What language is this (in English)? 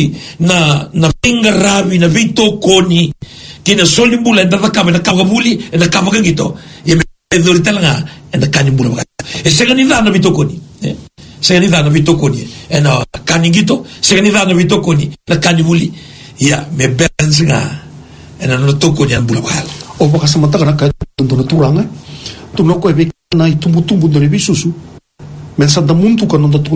Fijian